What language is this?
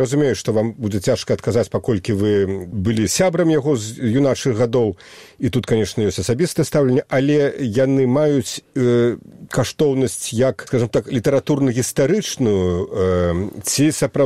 Belarusian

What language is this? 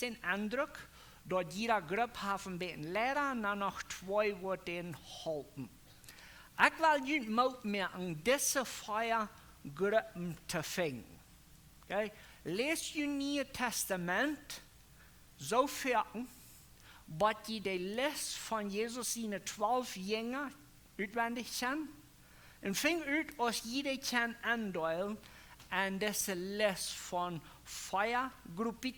Plautdietsch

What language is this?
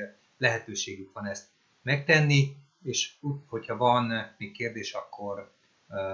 Hungarian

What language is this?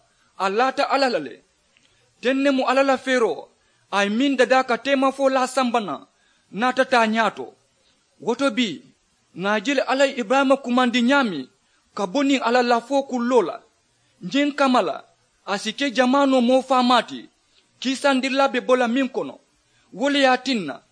Mandingo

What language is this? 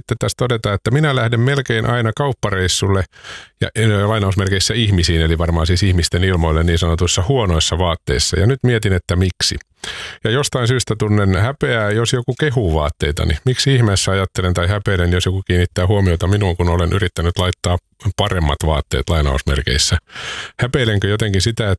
Finnish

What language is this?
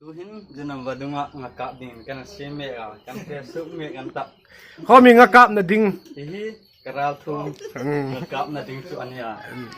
Hmar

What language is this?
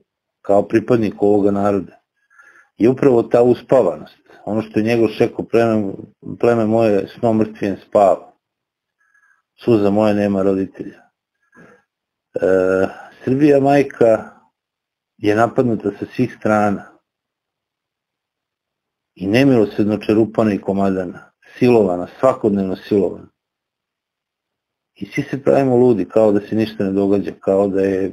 Serbian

